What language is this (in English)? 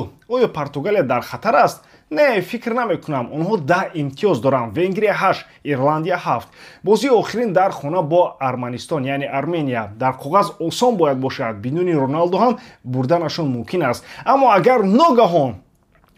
Tajik